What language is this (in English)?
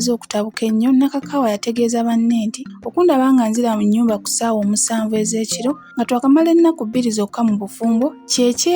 Ganda